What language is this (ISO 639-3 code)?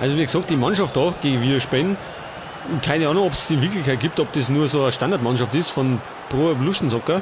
bar